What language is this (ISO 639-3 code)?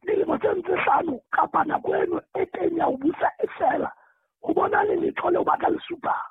sot